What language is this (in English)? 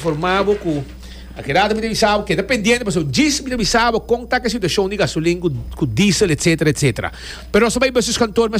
Papiamento